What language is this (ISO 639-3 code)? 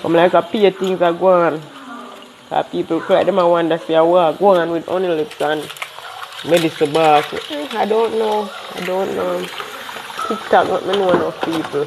jam